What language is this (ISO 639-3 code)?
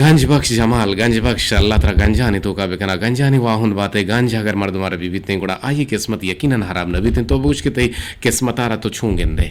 bgp